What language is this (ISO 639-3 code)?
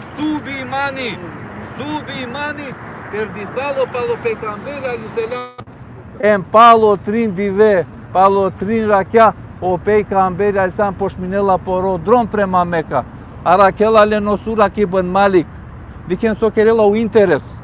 rmn